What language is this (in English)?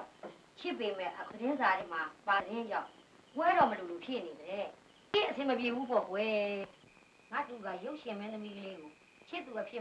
Burmese